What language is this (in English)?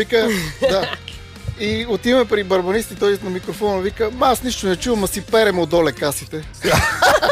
Bulgarian